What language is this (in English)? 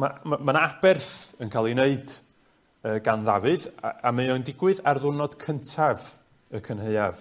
Welsh